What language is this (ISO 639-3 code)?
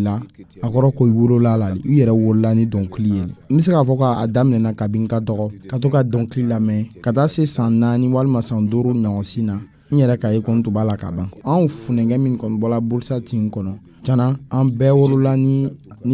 dyu